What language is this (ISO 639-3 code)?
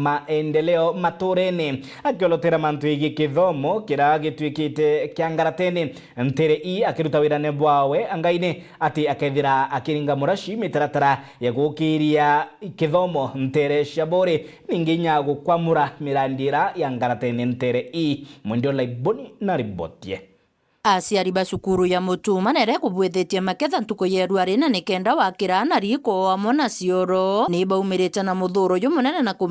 mer